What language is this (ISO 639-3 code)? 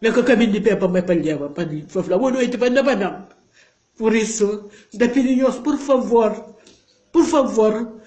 kea